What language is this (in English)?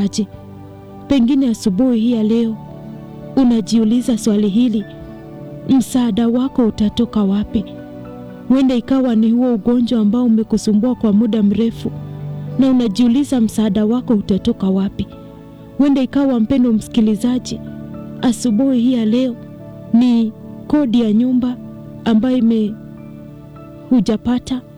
Swahili